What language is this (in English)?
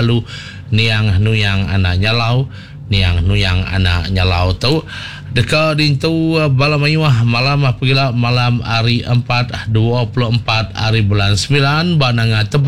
Iban